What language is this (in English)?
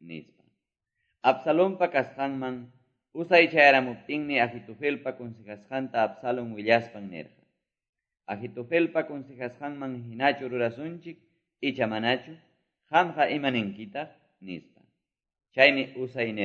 Quechua